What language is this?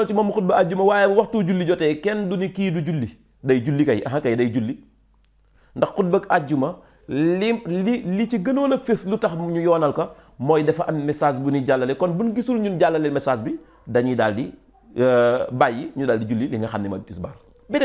Wolof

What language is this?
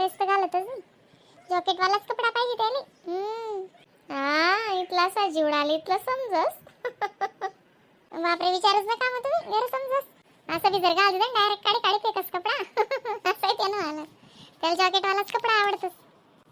Khandesi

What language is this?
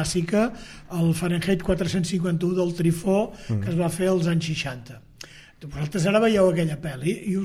Catalan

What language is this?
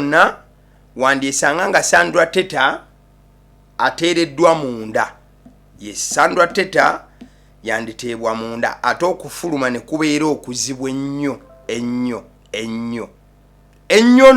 Ganda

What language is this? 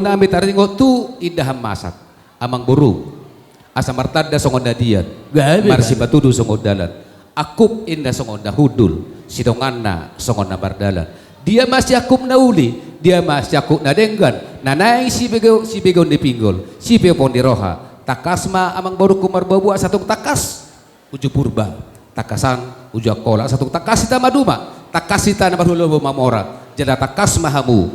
Batak Toba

